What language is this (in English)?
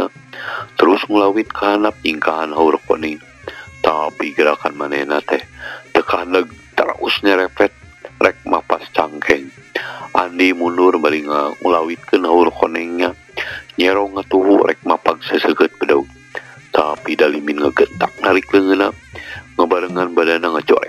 Sundanese